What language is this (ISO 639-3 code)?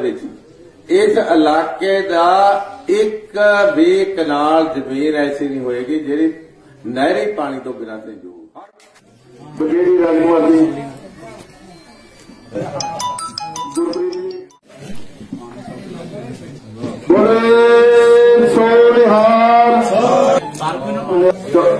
pan